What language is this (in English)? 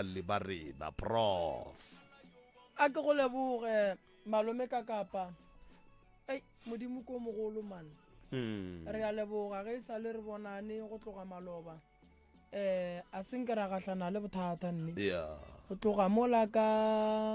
Northern Sotho